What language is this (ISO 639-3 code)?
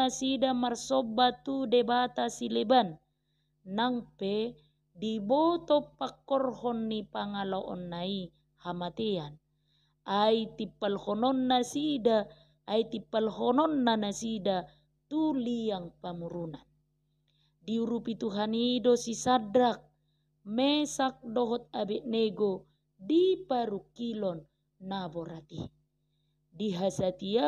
bbc